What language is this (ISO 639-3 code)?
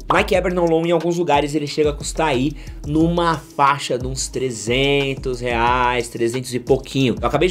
por